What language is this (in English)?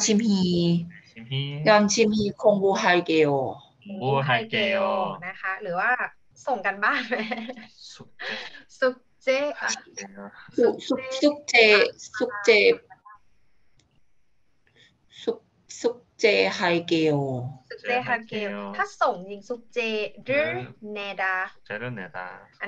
Thai